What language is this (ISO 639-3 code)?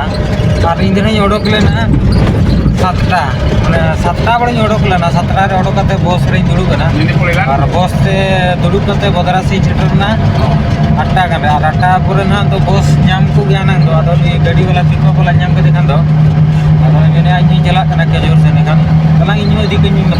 sat